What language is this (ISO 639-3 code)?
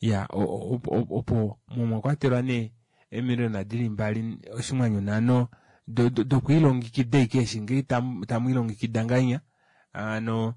kua